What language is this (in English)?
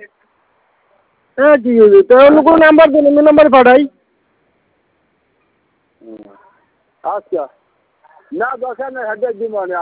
Bangla